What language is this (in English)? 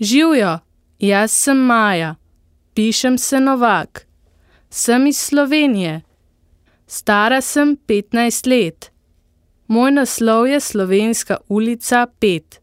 Slovenian